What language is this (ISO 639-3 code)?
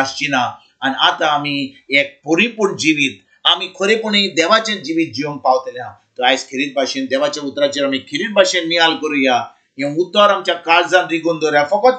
kok